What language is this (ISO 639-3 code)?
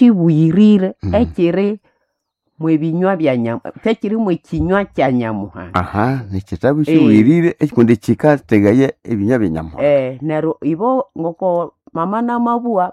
nnb